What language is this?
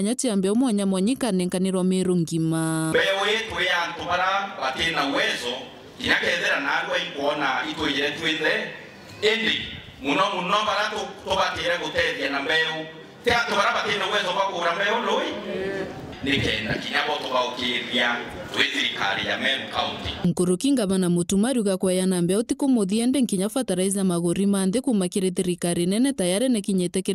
Meru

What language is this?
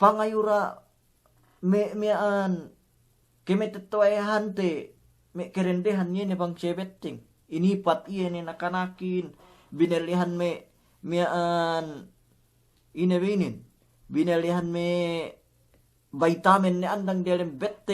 Yakan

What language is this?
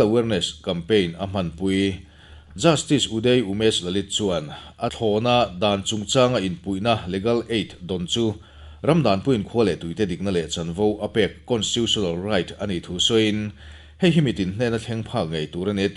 Mizo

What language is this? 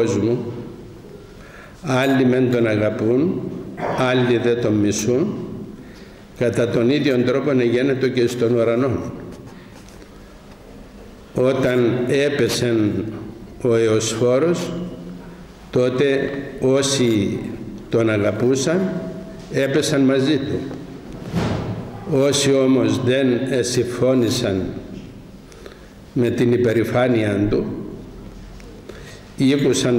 Greek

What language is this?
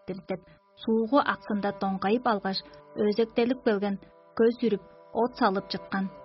Tuvinian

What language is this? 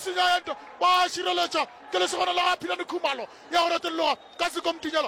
Northern Sotho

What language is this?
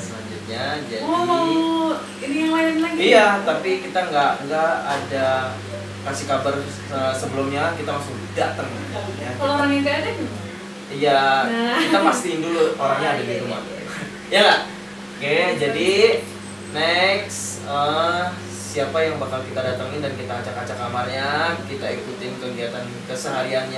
Indonesian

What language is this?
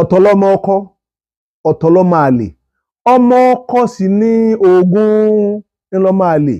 Yoruba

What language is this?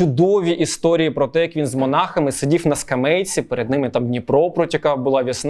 Ukrainian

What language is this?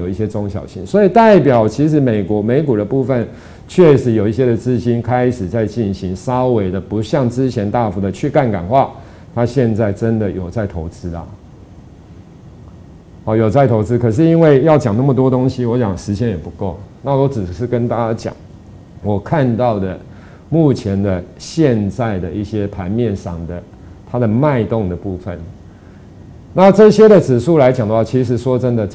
Chinese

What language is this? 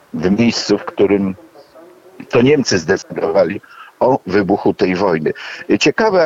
Polish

